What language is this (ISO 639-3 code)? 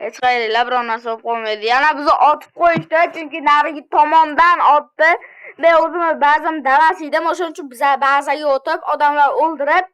uzb